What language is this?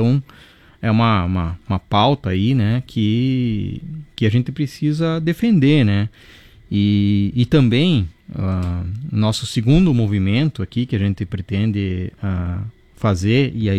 Portuguese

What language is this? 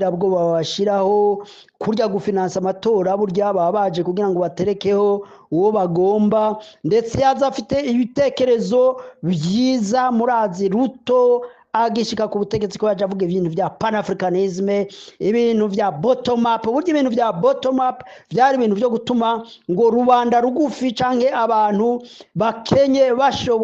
Rundi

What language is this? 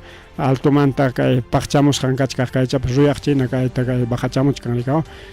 Ayacucho Quechua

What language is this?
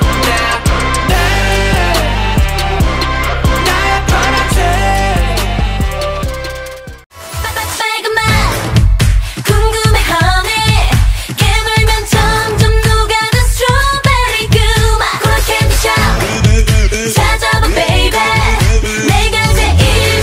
Korean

